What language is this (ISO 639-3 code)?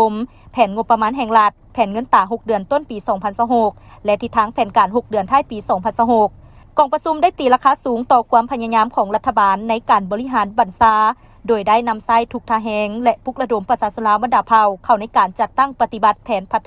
lao